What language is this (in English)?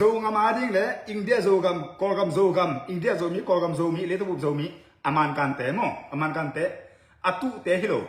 Tedim Chin